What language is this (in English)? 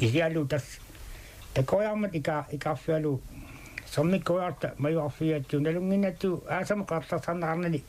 Kalaallisut